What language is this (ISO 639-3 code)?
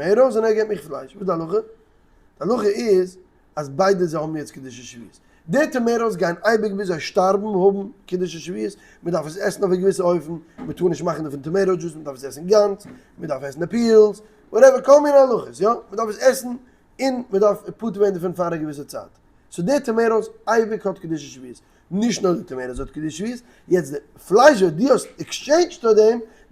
yid